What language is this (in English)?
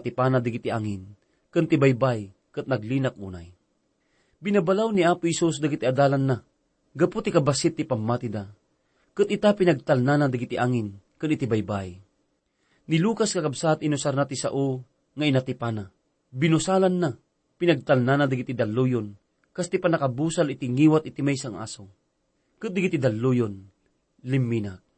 Iloko